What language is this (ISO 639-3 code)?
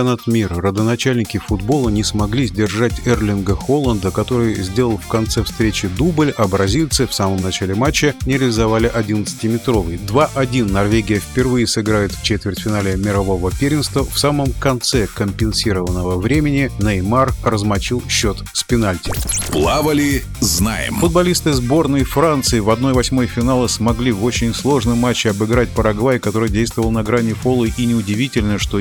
rus